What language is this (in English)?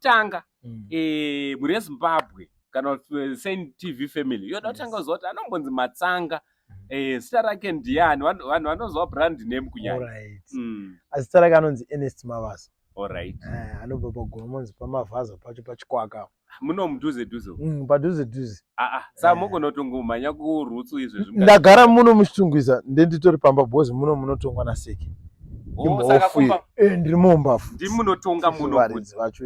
Shona